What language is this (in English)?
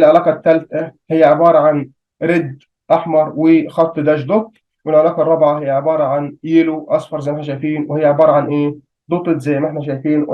Egyptian Arabic